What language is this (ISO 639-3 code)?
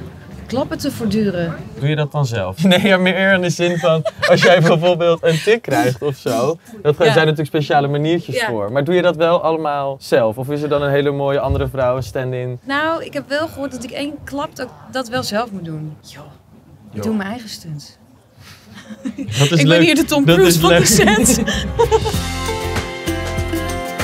nld